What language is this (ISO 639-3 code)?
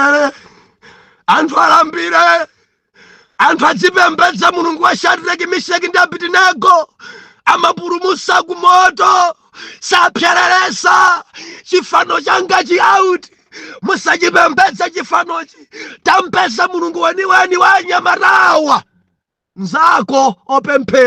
nya